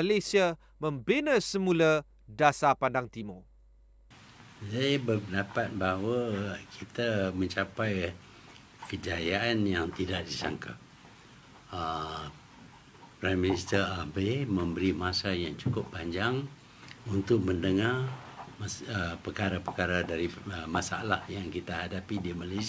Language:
Malay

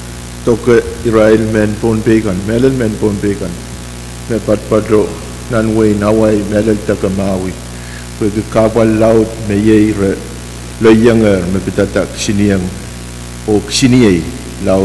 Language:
Pohnpeian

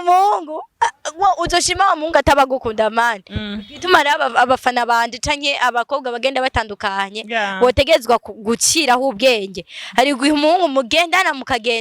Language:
Rundi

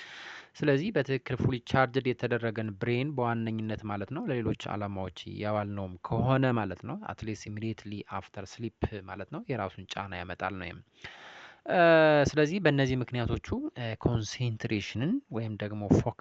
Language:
Amharic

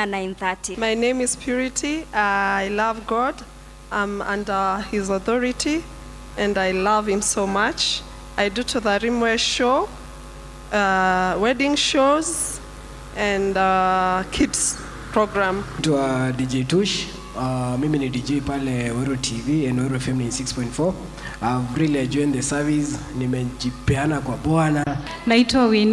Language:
Meru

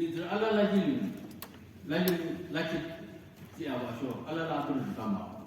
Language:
Naga Pidgin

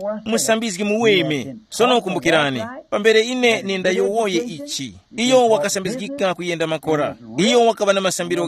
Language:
Tumbuka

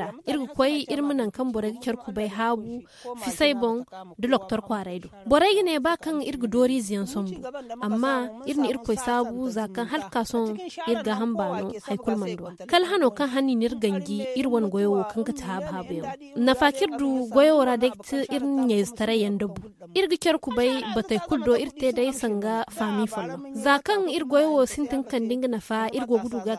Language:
Zarma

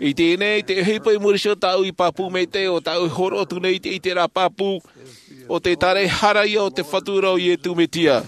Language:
Tahitian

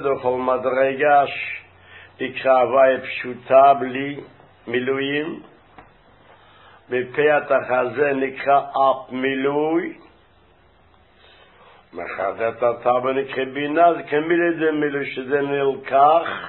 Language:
Hebrew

